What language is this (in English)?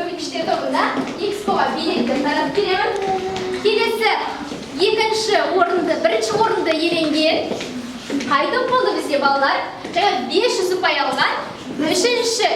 Kazakh